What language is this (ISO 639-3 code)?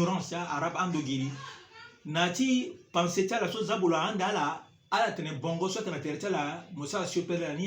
sag